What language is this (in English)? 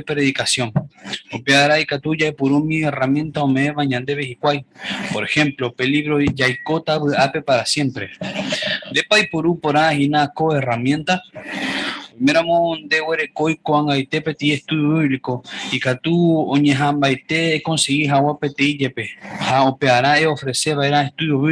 Guarani